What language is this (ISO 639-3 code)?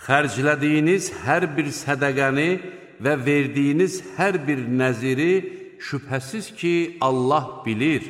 aze